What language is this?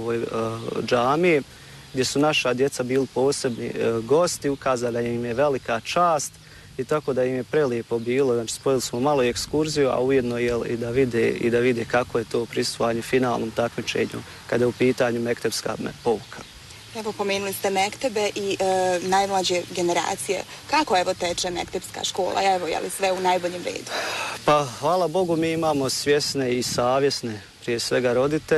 Bosnian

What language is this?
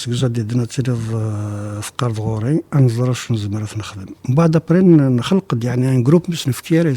Kabyle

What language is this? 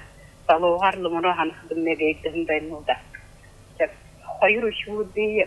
Buriat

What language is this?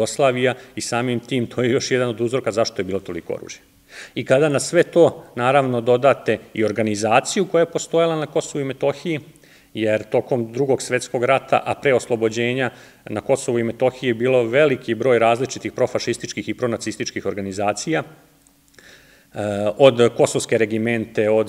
Serbian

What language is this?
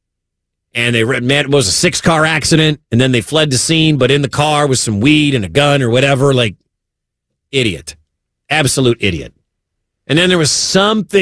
English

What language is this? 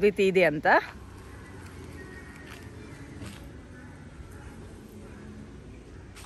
Kannada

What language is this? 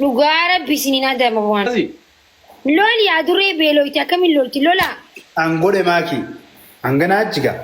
Oromo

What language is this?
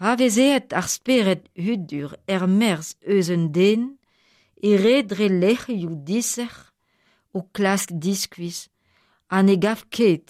Breton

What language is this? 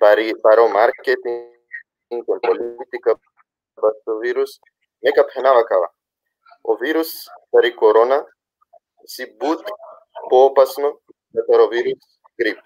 Balkan Romani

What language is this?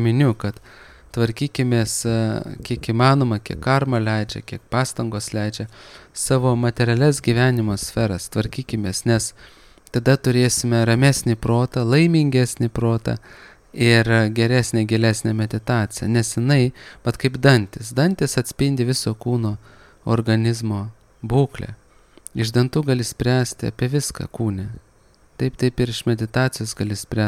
Lithuanian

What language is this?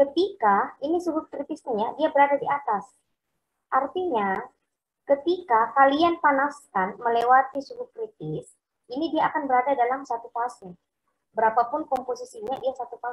Indonesian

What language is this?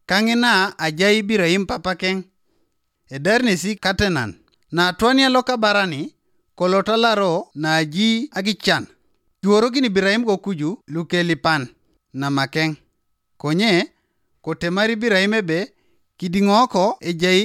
Teso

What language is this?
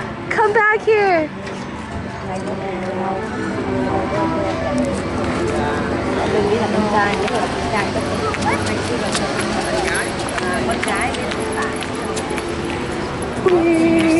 English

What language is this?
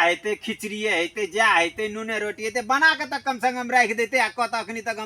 Maithili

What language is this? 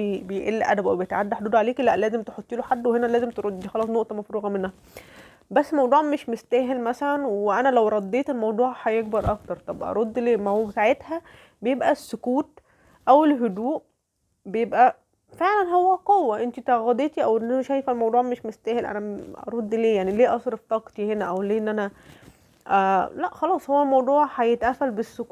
Egyptian Arabic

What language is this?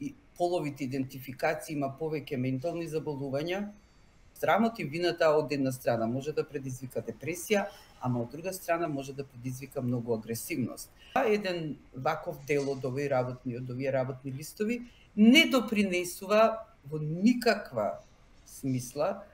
Macedonian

